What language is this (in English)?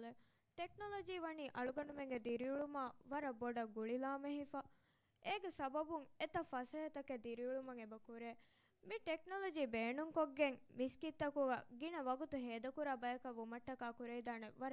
Divehi